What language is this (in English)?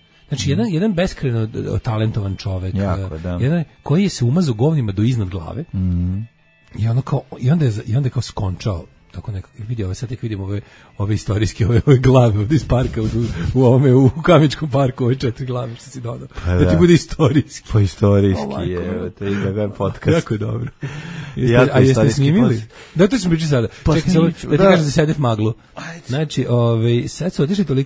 Serbian